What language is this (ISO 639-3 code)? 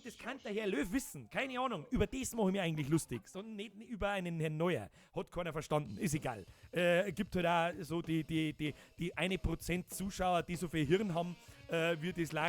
bar